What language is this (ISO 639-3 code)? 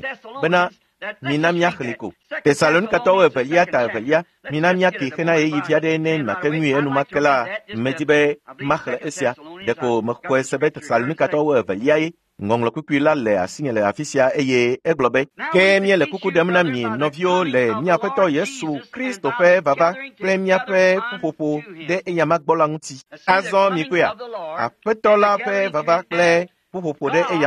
ewe